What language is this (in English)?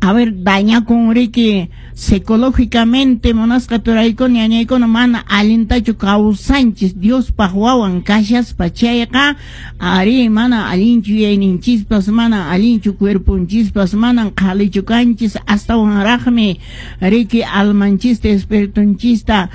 Quechua